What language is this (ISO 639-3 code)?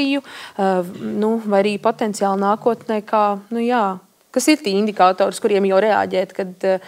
lav